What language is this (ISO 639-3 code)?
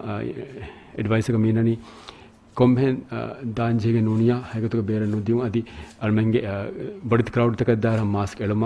div